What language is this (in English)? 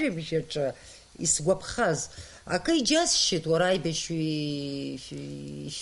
Abkhazian